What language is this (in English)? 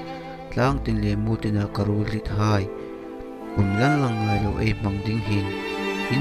Hmar